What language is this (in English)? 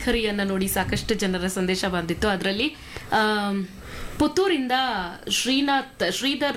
Kannada